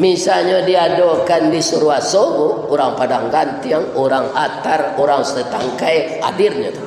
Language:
Minangkabau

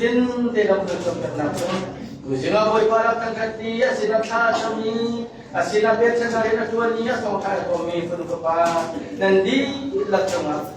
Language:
Hakha Chin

